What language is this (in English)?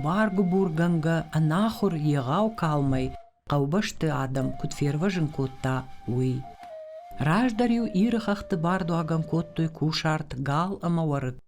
Ossetic